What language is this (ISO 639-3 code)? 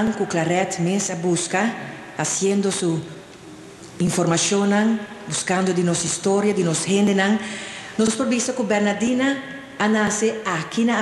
pap